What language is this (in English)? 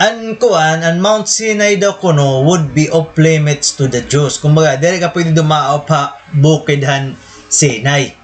Waray